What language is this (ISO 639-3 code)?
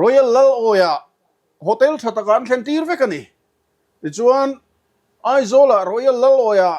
lus